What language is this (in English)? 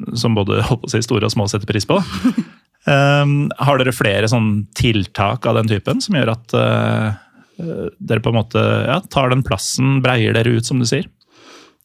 Norwegian